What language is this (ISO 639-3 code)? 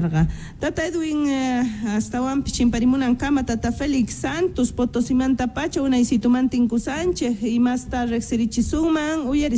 quh